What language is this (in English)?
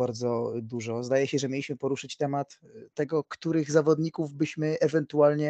Polish